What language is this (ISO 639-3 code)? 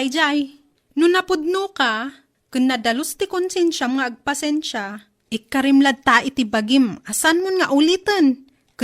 ilo